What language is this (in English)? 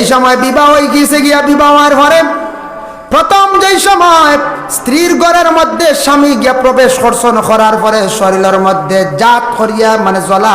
Sylheti